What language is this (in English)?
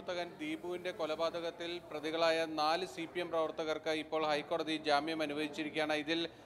Malayalam